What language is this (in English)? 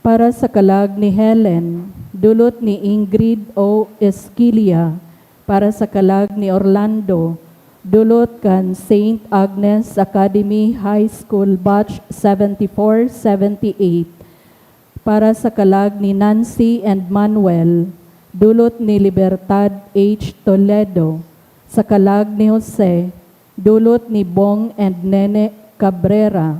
Bikol